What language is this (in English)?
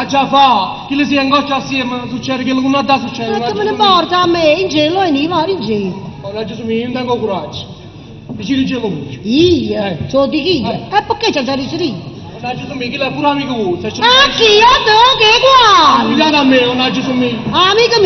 Neapolitan